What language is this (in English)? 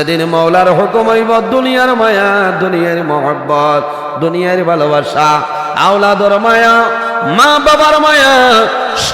Sylheti